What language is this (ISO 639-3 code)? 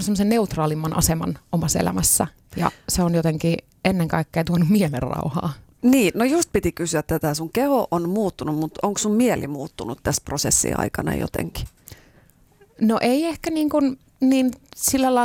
fin